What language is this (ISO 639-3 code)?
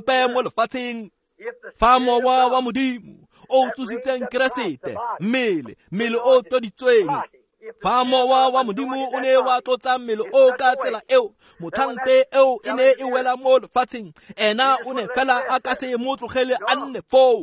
tsn